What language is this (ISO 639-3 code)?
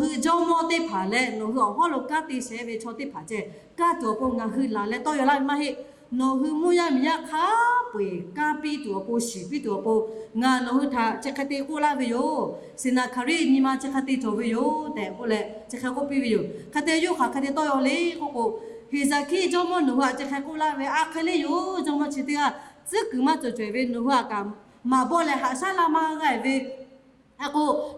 lhu